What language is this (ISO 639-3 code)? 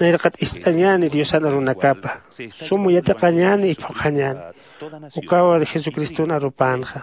aym